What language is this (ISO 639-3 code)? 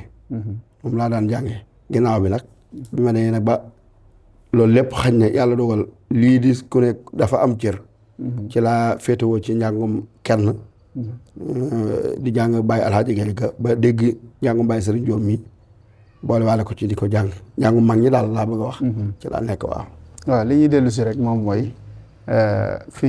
wol